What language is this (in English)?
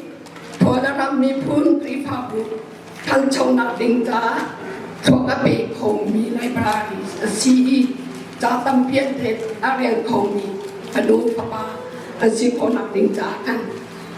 Hakha Chin